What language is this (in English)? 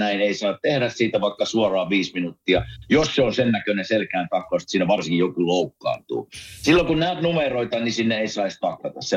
Finnish